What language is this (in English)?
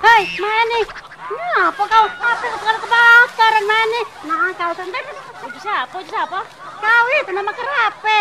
Musi